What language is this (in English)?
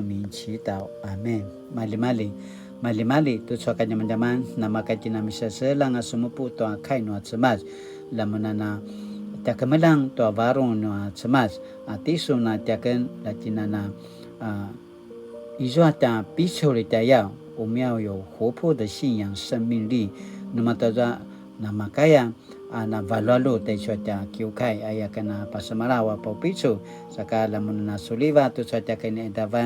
Paiwan